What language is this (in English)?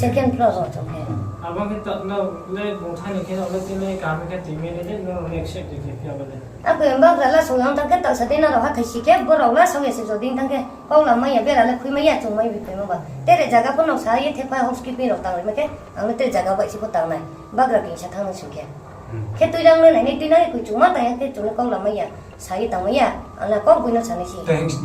Riang (India)